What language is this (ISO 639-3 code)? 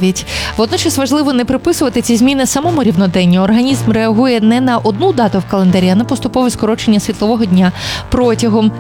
ukr